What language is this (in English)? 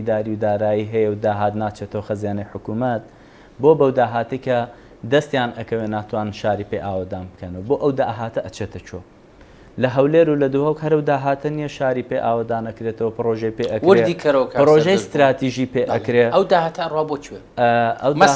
Central Kurdish